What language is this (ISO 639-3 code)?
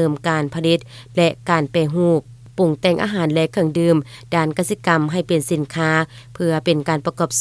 lao